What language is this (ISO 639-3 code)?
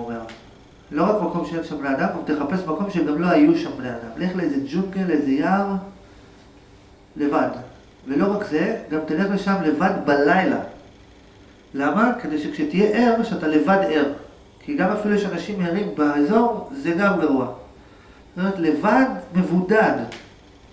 heb